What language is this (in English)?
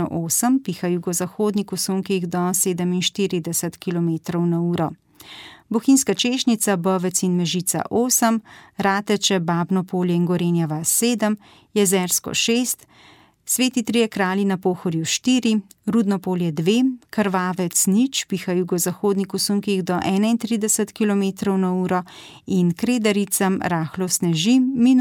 Slovenian